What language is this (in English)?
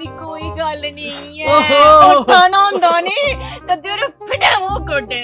Dogri